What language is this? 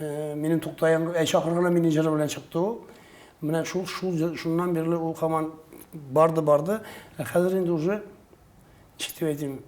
Tatar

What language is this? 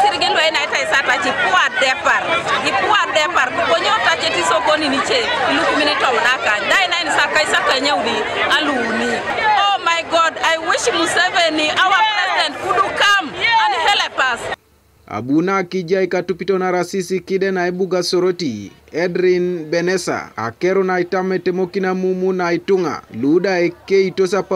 Teso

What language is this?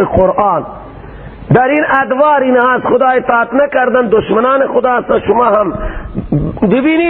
Persian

